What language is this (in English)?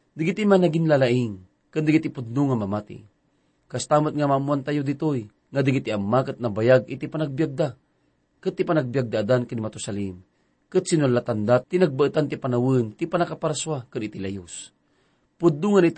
Iloko